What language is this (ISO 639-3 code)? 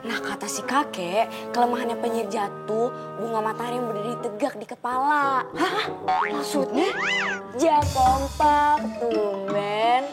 bew